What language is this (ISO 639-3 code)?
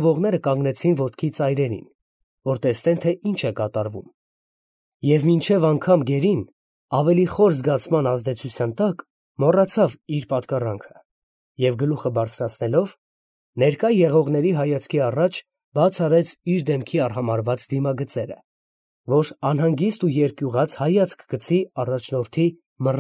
hye